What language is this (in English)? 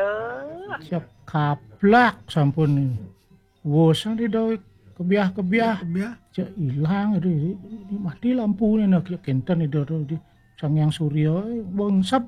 Balinese